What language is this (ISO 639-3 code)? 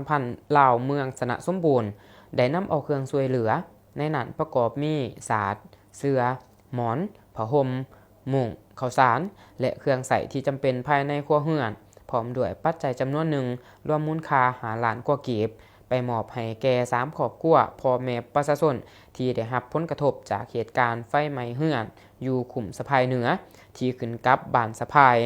lao